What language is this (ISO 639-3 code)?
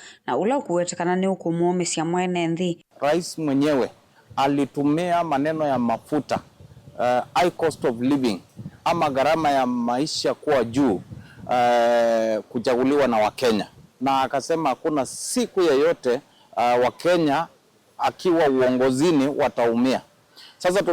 kam